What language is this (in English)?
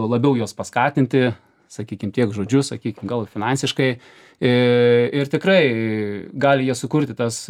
Lithuanian